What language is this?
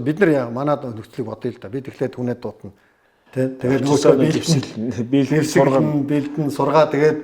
Mongolian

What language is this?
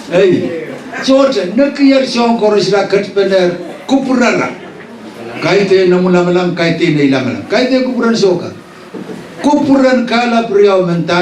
Pohnpeian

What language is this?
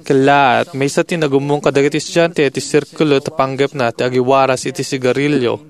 Iloko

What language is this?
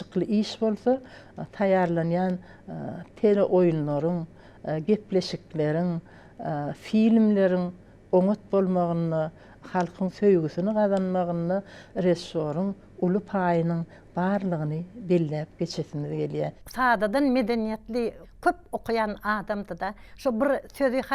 Turkmen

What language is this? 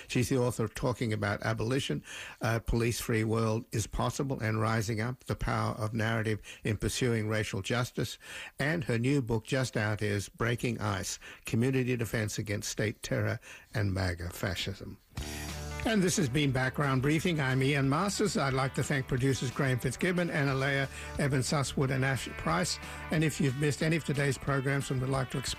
English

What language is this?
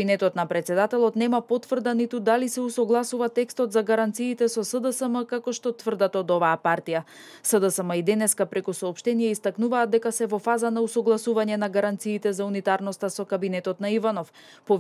Macedonian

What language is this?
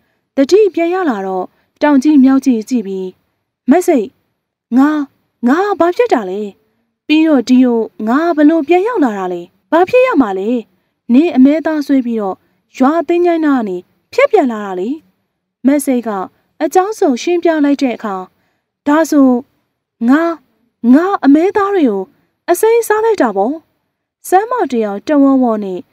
Burmese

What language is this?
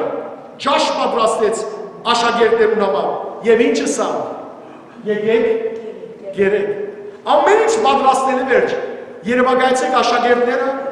Western Armenian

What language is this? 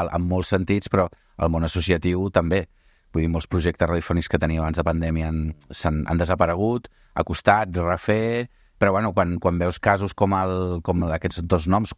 Catalan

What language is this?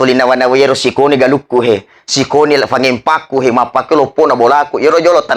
Buginese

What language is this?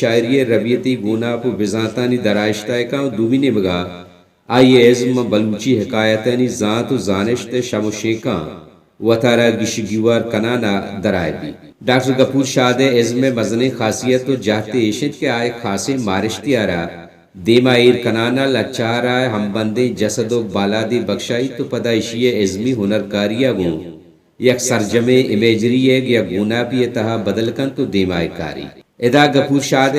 Baluchi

